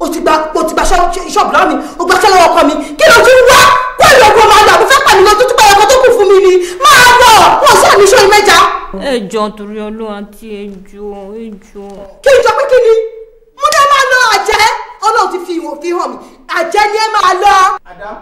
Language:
Yoruba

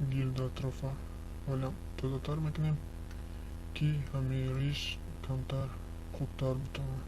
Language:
Tajik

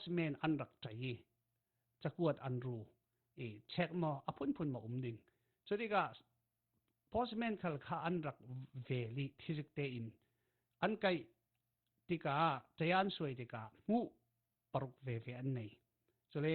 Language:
Falam Chin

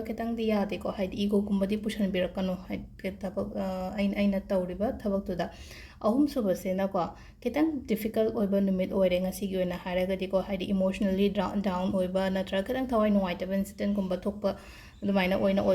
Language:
Manipuri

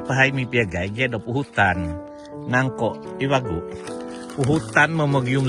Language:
Central Dusun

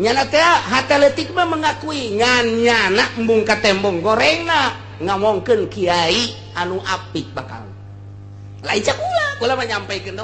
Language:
Sundanese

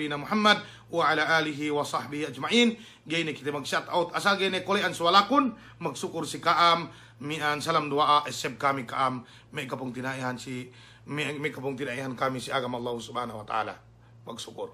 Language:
Yakan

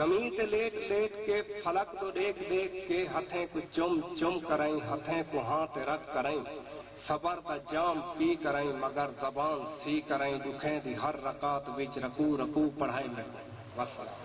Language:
Saraiki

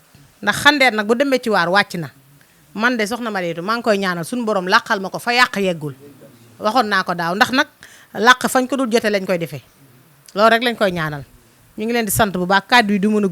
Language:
Wolof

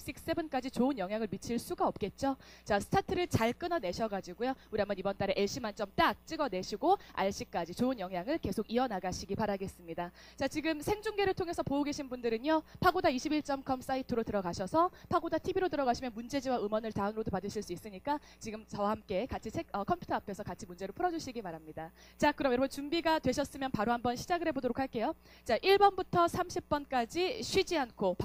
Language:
Korean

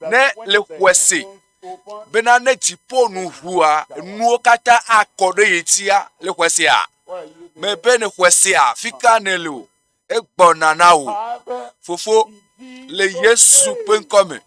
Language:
Ewe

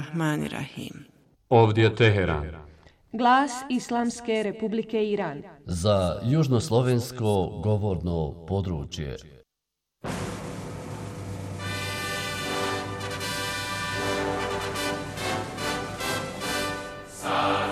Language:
Bosnian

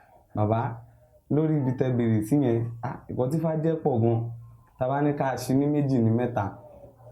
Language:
Yoruba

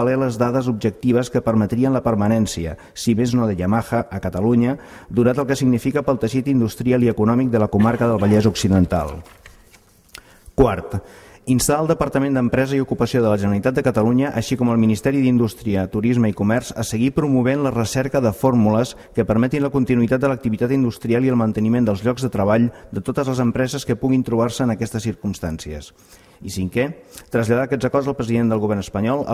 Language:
Catalan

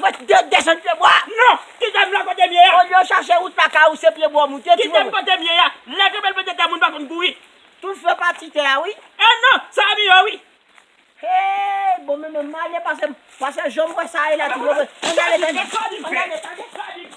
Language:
Haitian Creole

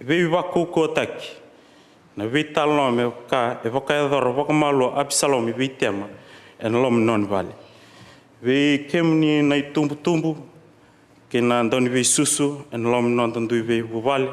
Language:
Fijian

